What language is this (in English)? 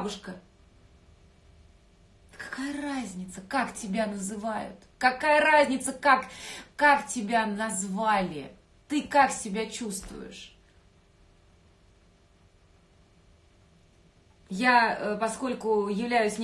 Russian